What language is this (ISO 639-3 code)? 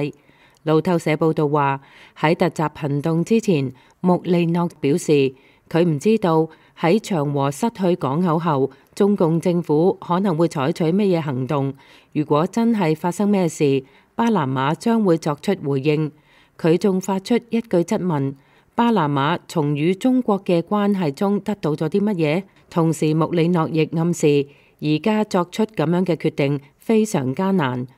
yue